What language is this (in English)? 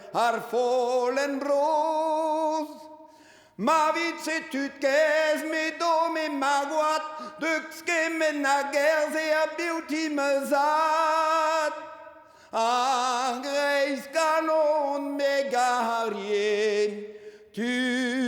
Breton